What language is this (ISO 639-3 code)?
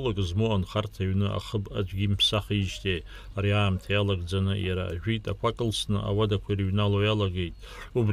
abk